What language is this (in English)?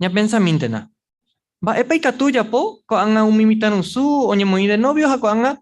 Guarani